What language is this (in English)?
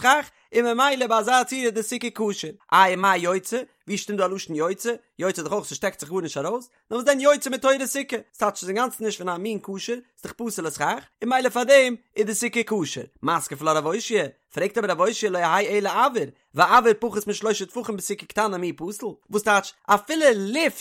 Yiddish